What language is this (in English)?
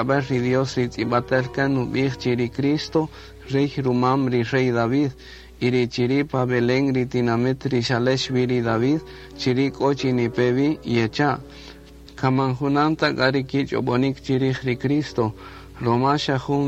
Kaqchikel